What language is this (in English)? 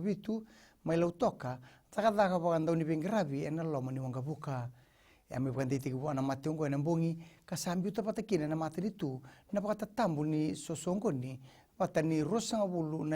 Fijian